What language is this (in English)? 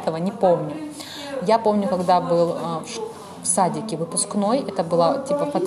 Russian